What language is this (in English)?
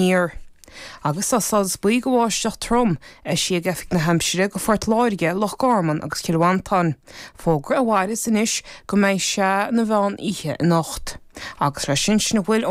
Irish